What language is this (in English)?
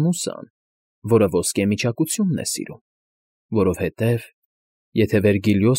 Armenian